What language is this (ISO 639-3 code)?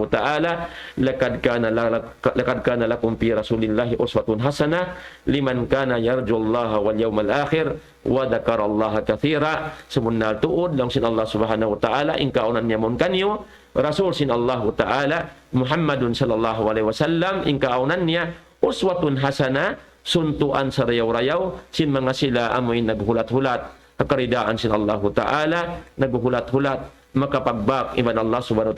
tsg